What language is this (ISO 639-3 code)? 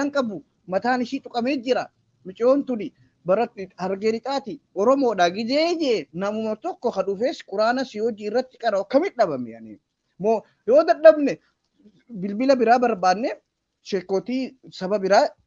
orm